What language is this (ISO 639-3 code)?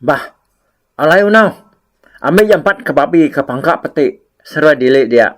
iba